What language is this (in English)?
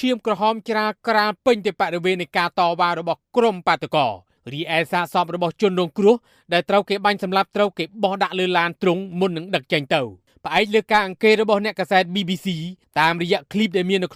Khmer